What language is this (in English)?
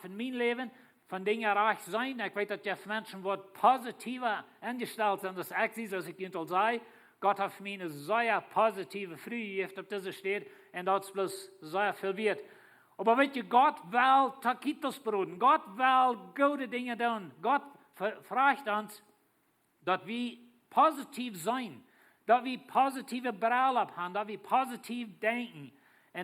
Plautdietsch